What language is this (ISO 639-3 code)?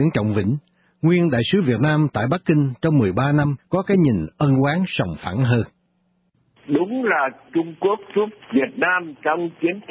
vie